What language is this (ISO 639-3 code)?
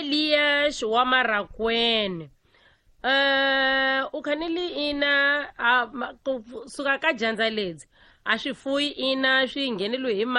tso